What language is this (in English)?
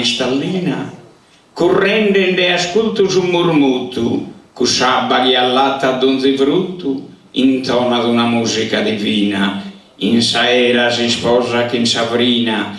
Sardinian